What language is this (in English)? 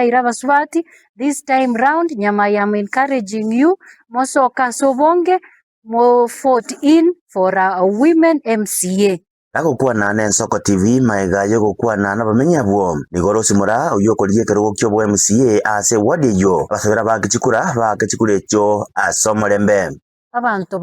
Gusii